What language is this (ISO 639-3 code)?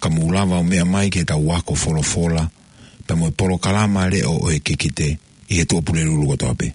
ton